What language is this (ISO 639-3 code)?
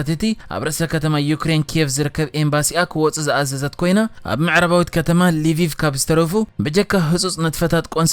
tir